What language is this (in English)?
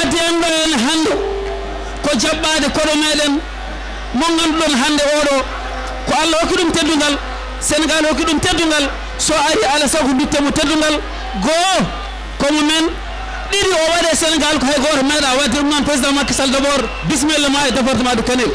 Fula